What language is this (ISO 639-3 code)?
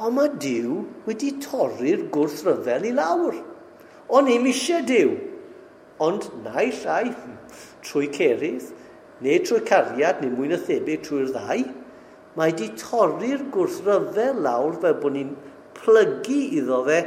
cym